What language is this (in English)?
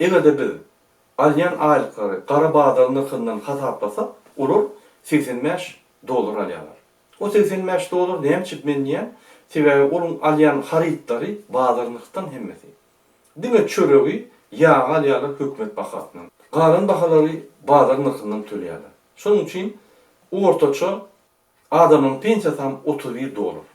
Turkmen